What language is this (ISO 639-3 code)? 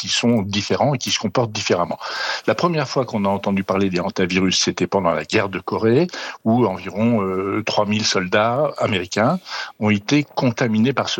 fra